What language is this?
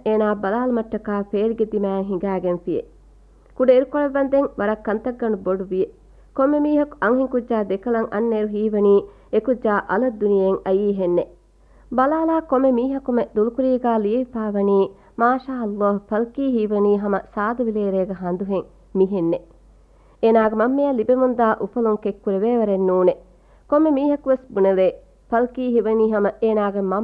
Divehi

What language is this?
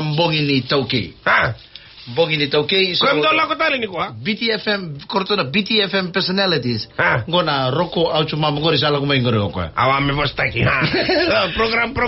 Fijian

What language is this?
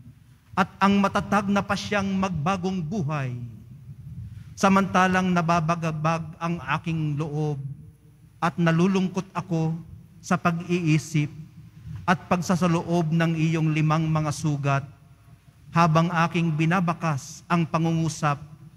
Filipino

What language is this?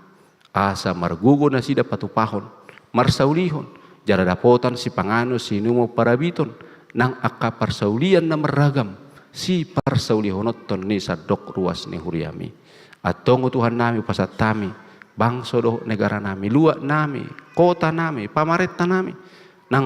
Batak Toba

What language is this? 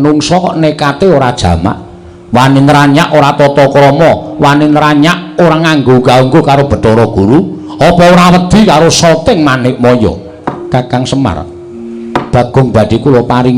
Javanese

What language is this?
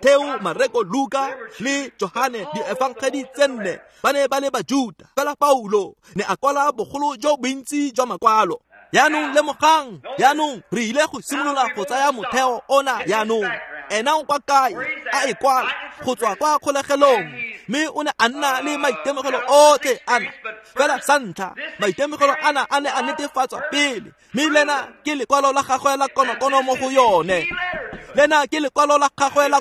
Tswana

